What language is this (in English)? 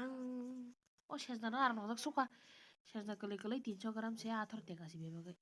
Kok Borok